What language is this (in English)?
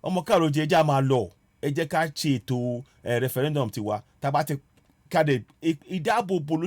Yoruba